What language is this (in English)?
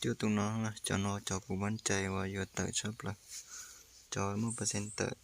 Hmong